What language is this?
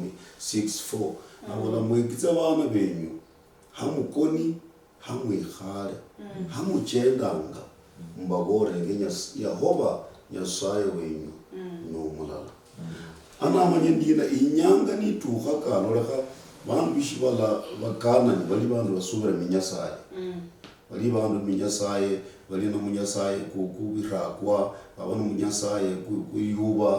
Luyia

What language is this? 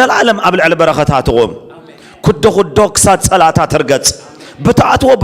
Tigrinya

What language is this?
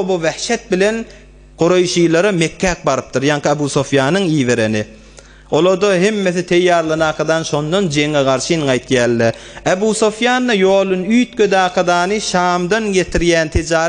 Turkmen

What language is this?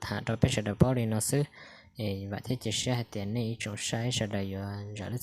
Hmong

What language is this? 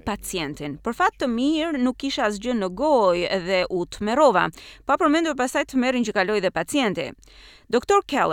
Albanian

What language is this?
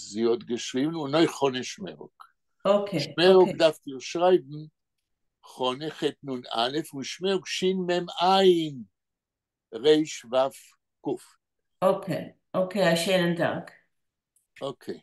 Yiddish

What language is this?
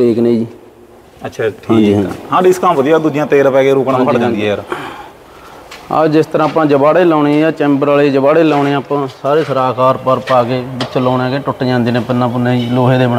Punjabi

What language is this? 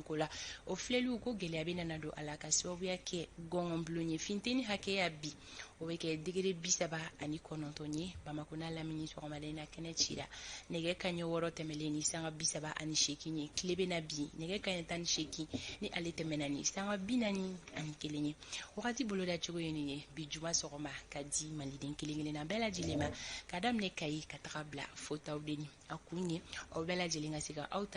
Bambara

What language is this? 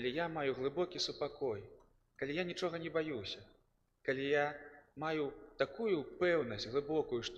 Belarusian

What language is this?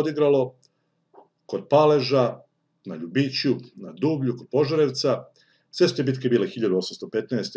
Serbian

